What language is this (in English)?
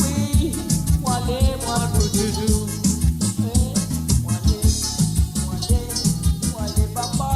Morisyen